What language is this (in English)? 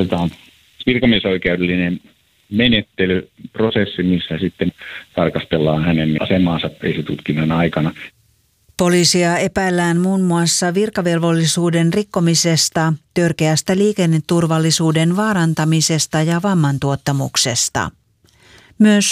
Finnish